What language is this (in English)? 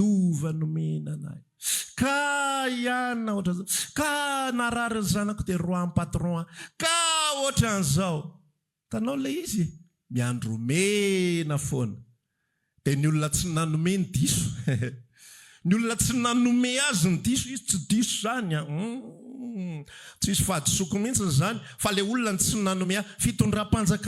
Malagasy